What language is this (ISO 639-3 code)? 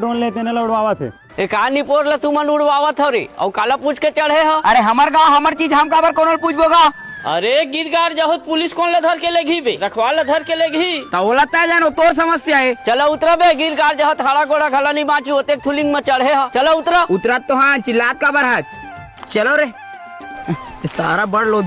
hne